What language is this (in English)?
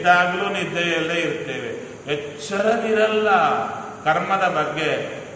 Kannada